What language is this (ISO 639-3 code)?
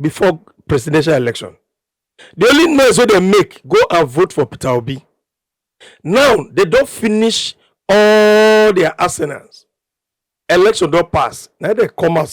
pcm